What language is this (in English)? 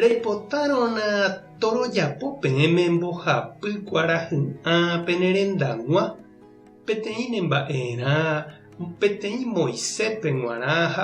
Guarani